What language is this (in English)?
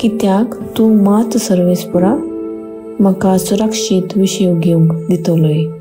Konkani